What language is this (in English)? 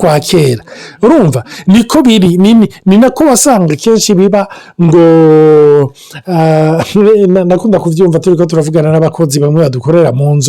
Rundi